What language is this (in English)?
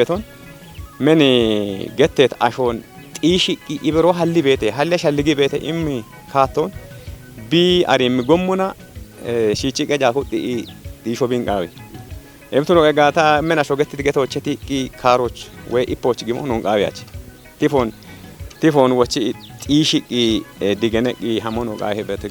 Kafa